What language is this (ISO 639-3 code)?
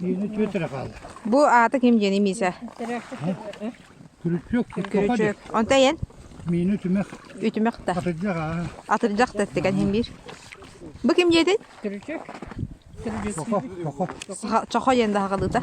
sah